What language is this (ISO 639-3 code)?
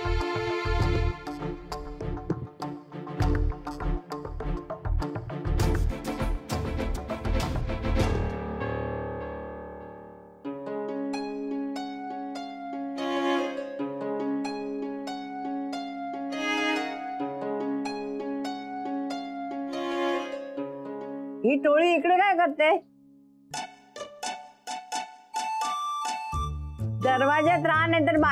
mar